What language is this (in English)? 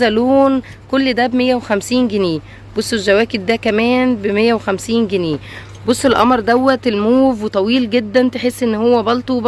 Egyptian Arabic